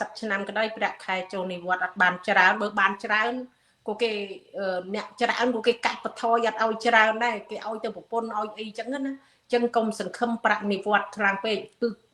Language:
Khmer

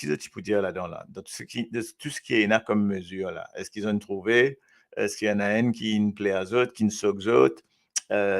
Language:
Morisyen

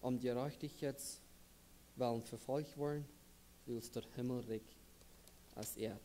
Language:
Plautdietsch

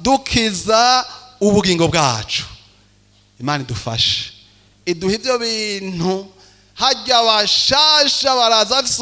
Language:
Rundi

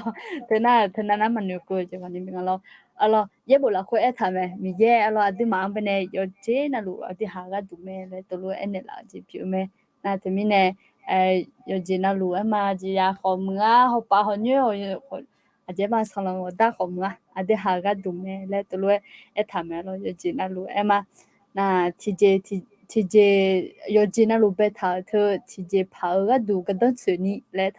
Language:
Akha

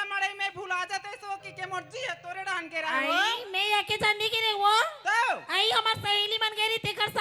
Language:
Chhattisgarhi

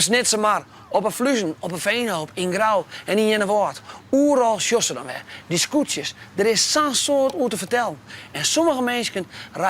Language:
Western Frisian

